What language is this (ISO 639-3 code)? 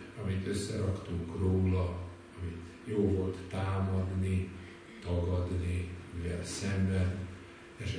hun